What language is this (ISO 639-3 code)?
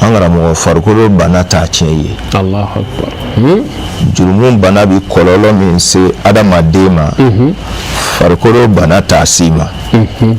bam